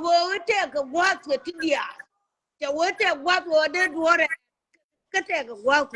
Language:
Nuer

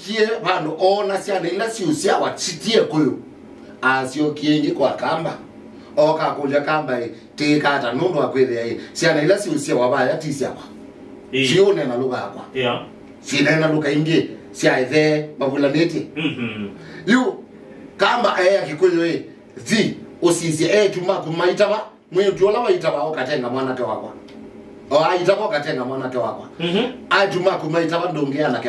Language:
Kamba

